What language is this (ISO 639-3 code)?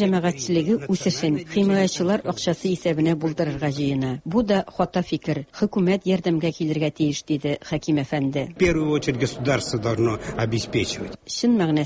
tat